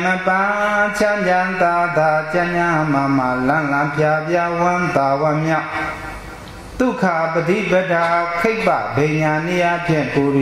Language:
Burmese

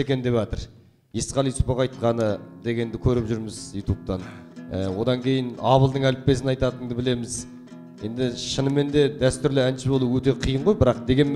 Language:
Kazakh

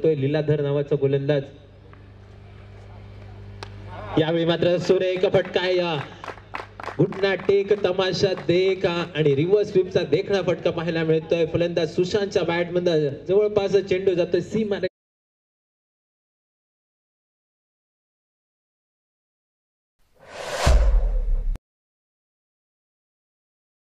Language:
Marathi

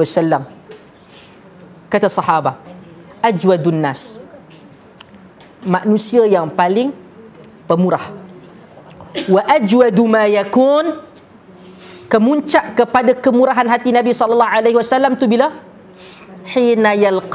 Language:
Malay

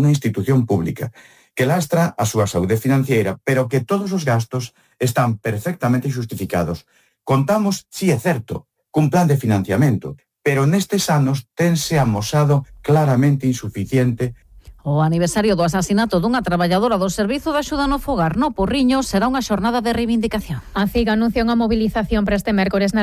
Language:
Galician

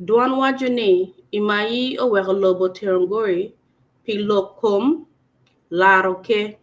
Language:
Acoli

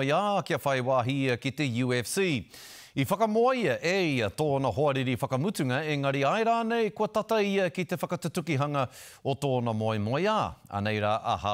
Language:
Māori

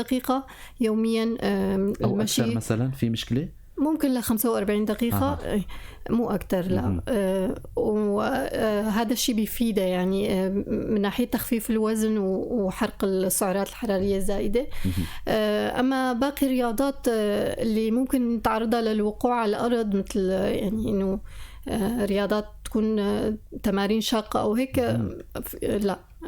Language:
North Levantine Arabic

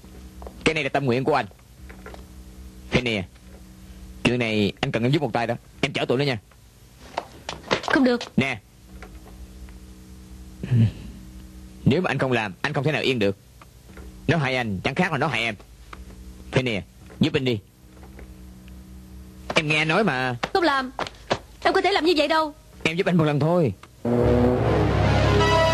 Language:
Vietnamese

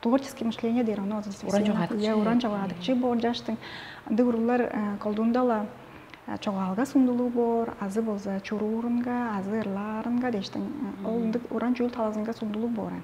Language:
Tuvinian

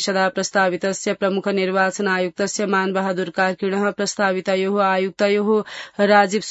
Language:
Sanskrit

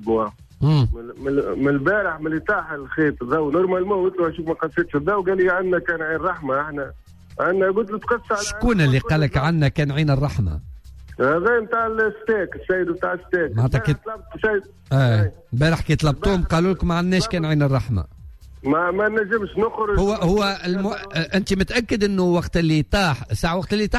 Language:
Tunisian Arabic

